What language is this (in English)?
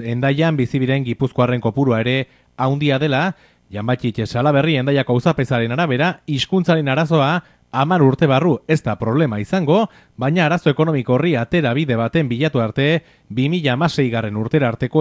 Basque